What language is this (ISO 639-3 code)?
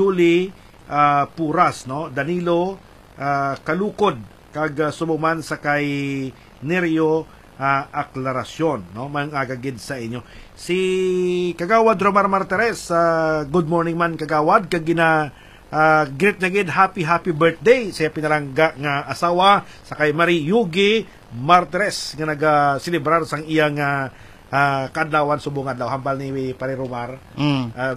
hil